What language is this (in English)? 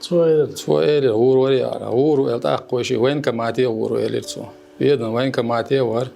Chechen